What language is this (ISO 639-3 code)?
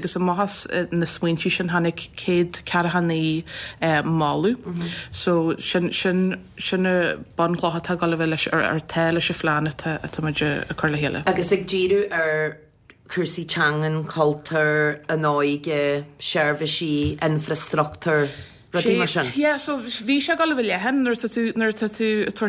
gle